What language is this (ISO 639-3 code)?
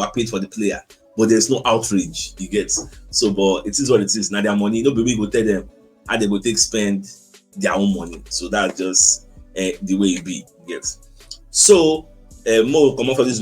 pcm